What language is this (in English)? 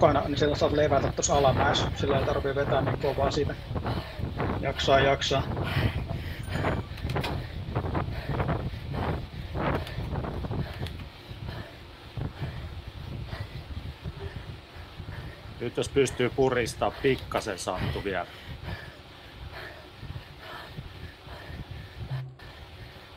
Finnish